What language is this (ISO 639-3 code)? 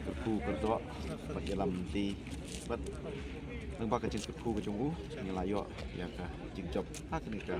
kha